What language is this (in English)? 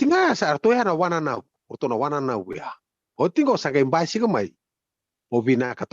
Fijian